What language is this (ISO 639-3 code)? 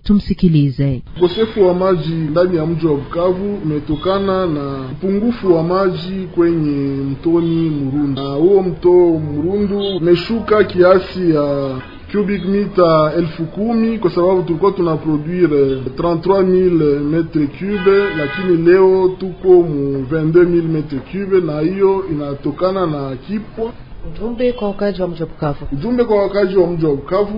swa